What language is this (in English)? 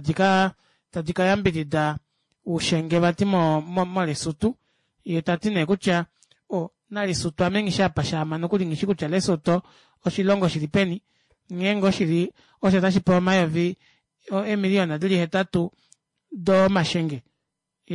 Kuanyama